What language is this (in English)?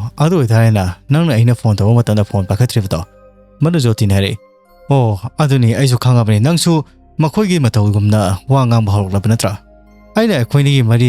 Manipuri